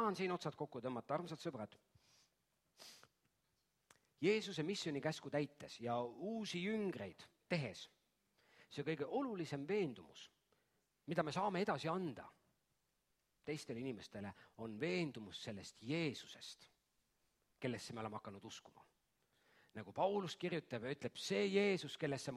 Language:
Estonian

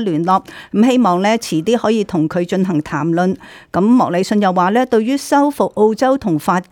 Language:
Cantonese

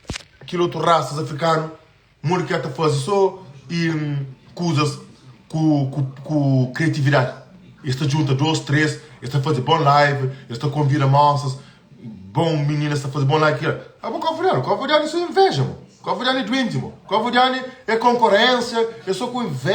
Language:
Kabuverdianu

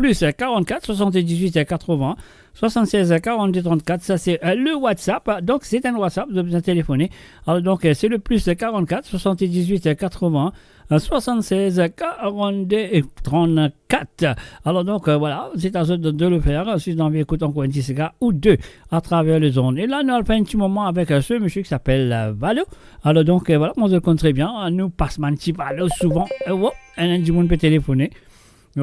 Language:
Morisyen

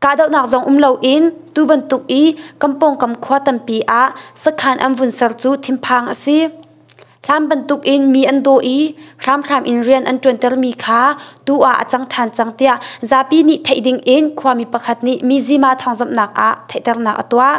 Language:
Hakha Chin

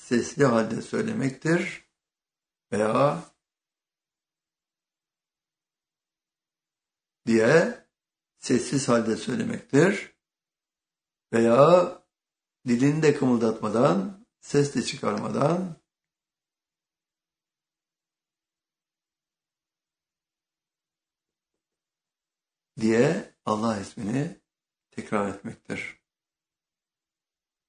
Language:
Turkish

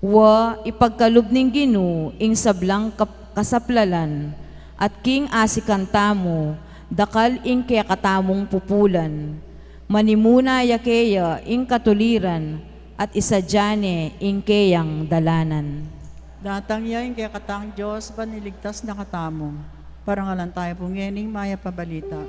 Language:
Pampanga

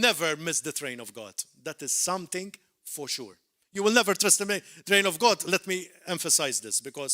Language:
English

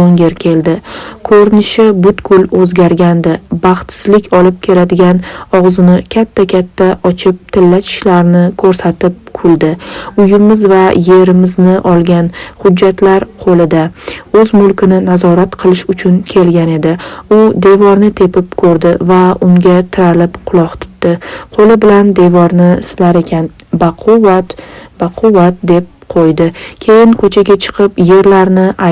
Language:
Uzbek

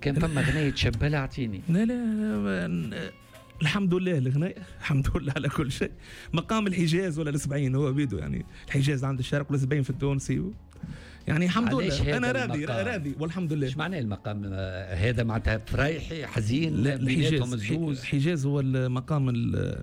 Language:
Tunisian Arabic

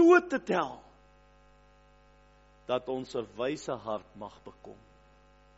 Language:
Afrikaans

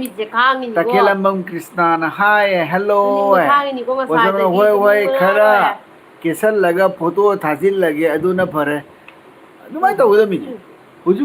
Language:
Manipuri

